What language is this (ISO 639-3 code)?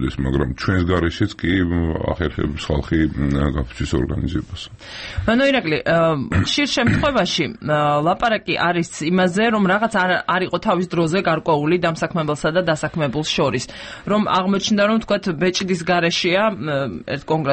kat